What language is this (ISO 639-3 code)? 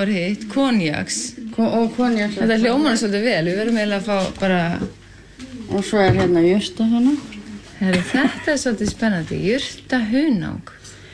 isl